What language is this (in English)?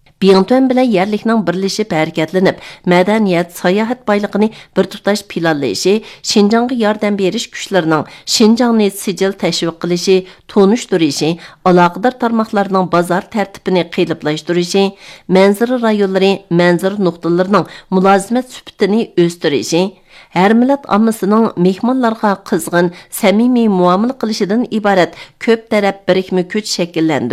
Uyghur